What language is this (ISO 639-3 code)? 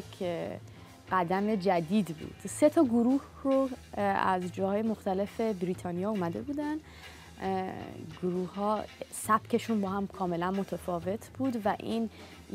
fas